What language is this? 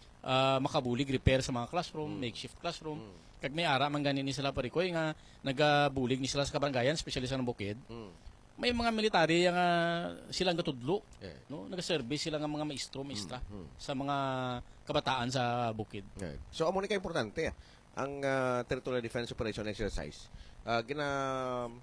Hiligaynon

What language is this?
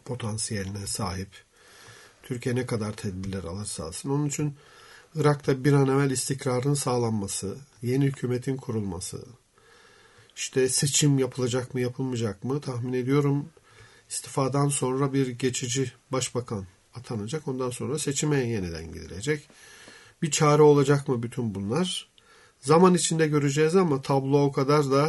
Turkish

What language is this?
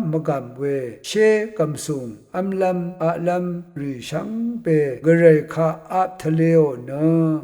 Rawang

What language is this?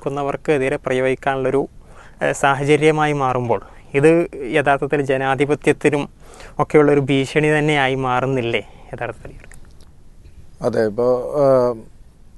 Malayalam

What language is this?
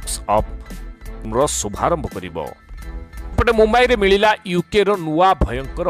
Odia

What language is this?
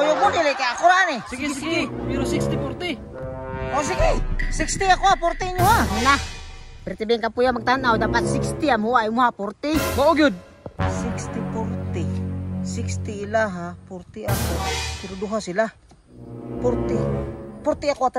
Cebuano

